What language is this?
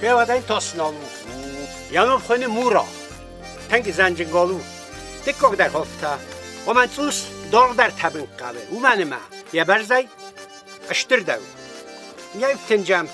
Ossetic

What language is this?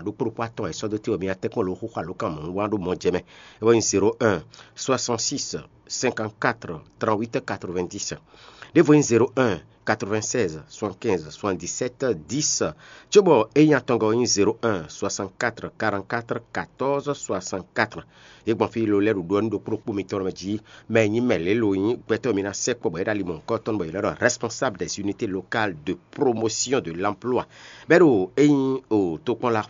Fon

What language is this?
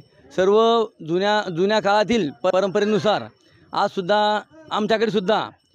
Marathi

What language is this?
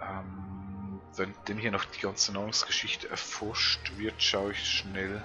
Swiss German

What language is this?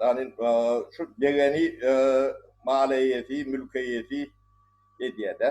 Turkmen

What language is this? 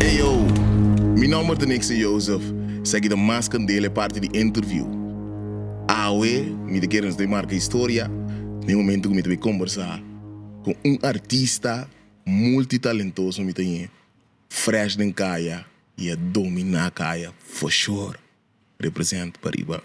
Papiamento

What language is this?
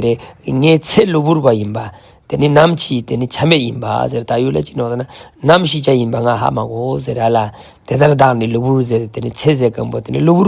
Ladakhi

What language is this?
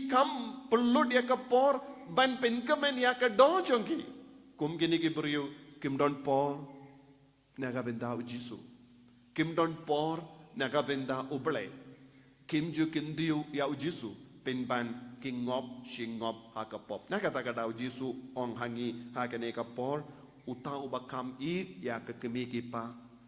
Khasi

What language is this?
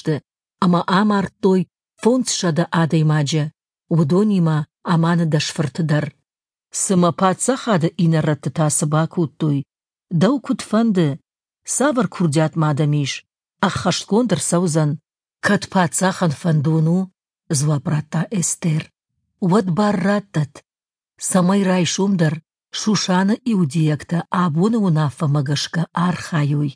Ossetic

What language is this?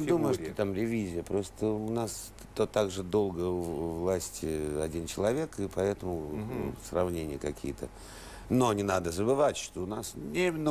Russian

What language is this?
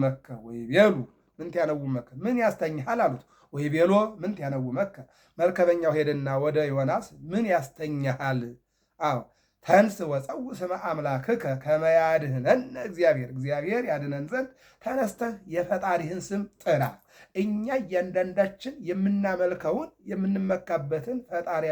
Amharic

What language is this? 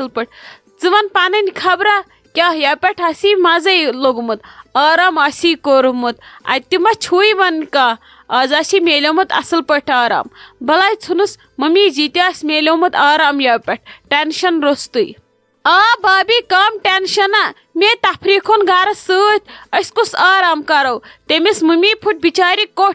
Kashmiri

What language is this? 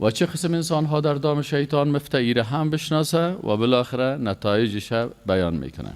Persian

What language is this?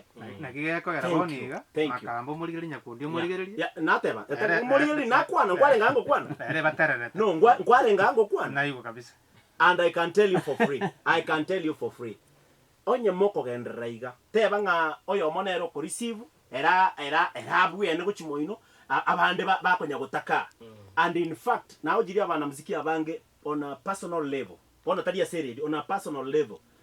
Gusii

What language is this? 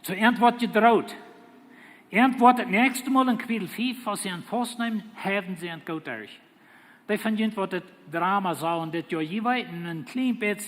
Plautdietsch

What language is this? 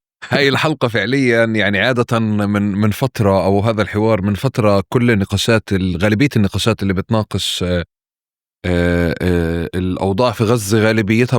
North Levantine Arabic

